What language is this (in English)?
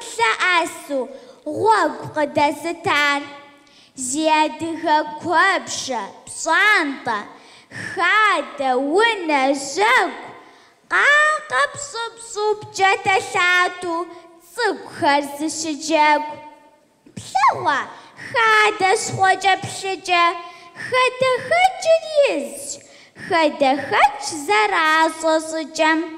Kabardian